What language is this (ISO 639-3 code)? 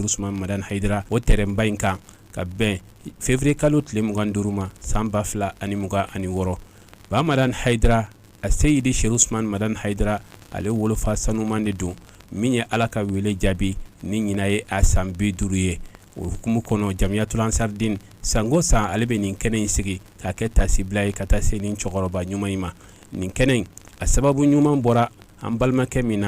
bam